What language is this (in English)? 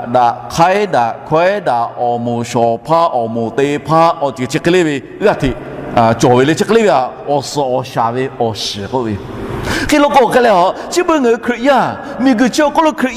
Lahu